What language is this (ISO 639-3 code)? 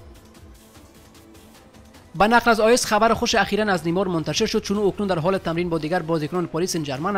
fas